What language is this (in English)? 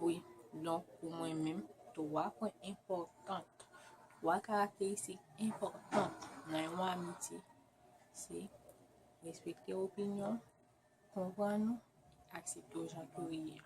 Haitian Creole